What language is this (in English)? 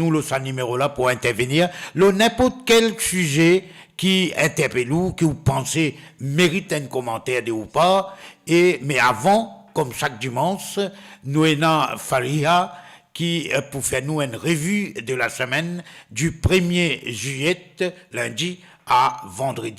Morisyen